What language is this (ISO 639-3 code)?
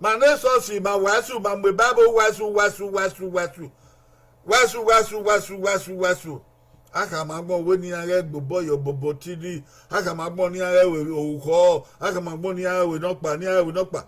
bin